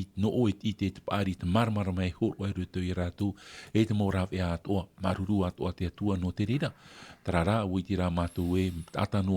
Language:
Tahitian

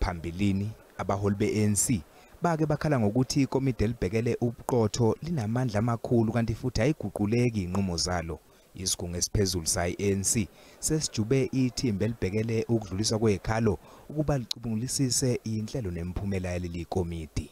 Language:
Zulu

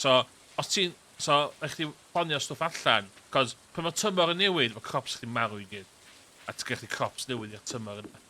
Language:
Welsh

